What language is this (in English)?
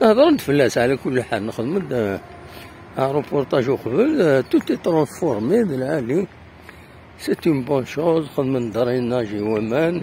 Kabyle